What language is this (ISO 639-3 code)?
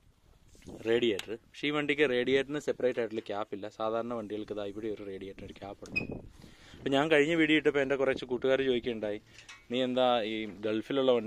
mal